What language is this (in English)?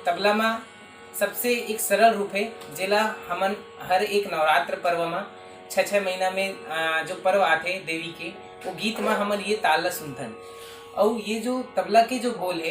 Chhattisgarhi